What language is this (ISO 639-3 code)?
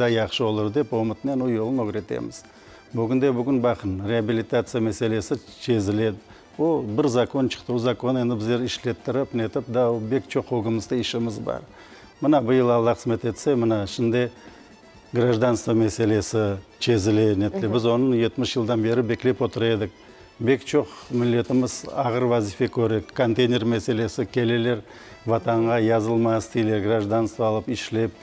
crh